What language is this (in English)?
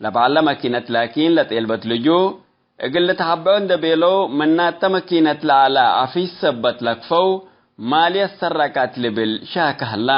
Tigre